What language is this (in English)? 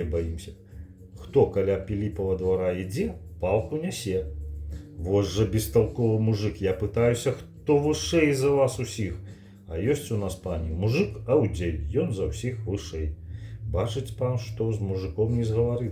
Belarusian